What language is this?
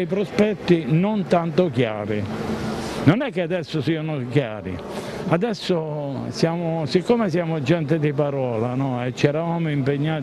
Italian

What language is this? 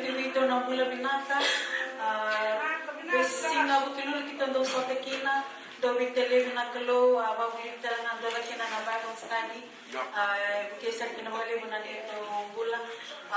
Fijian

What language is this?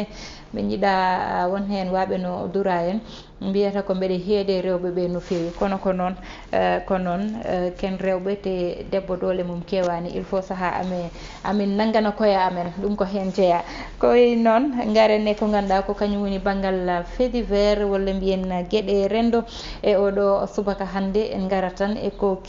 Fula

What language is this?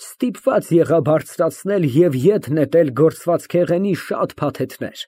Armenian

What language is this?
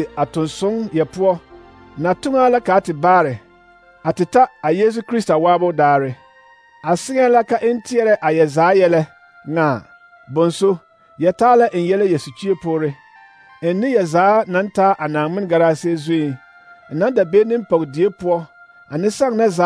Southern Dagaare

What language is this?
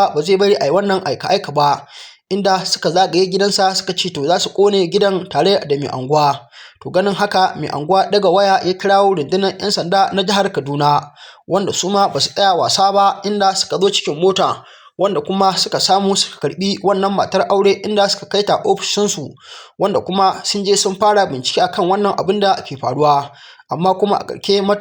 Hausa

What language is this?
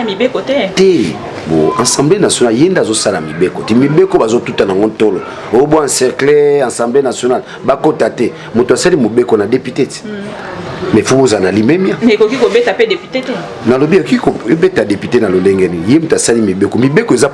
Lingala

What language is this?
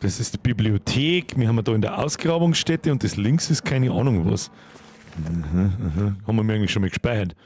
Bavarian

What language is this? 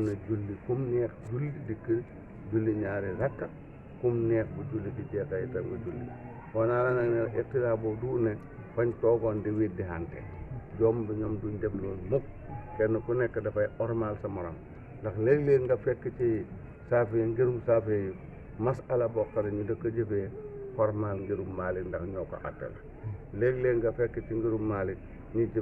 Wolof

